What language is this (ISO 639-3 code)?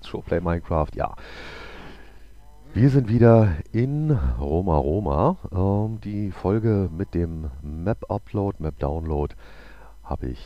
deu